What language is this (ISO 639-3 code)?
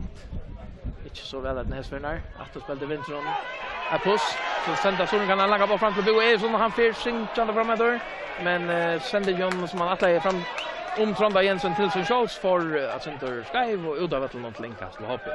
fao